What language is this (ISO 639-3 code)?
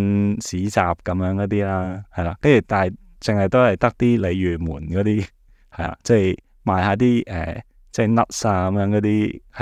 yue